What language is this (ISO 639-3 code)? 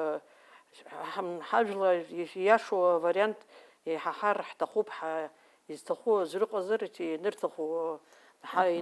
abk